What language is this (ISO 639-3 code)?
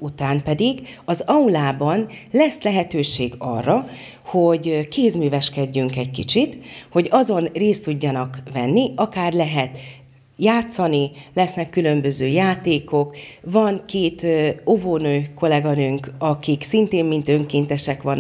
hun